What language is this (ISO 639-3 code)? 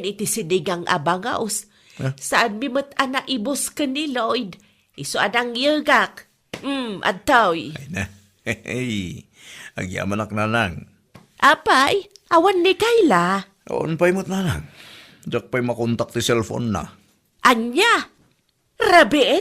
ilo